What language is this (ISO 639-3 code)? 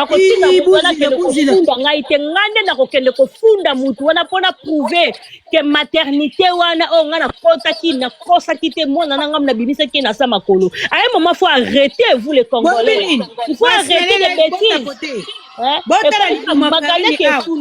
lin